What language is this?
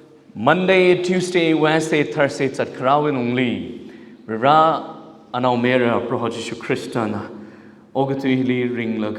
Tangkhul Naga (India)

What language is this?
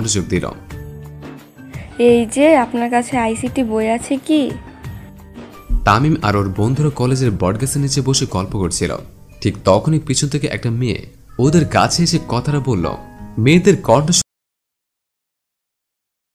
Bangla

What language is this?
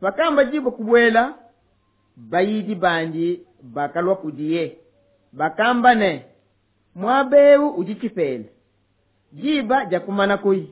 Luba-Lulua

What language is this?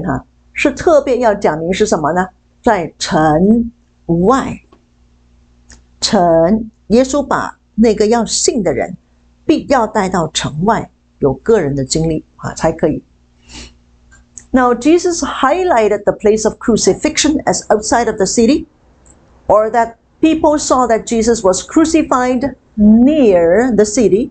Chinese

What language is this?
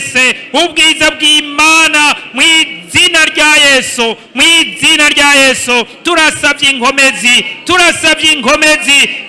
Rundi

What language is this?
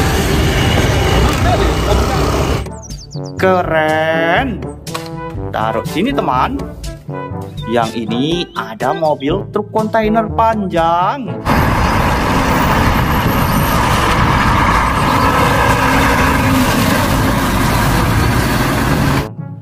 Indonesian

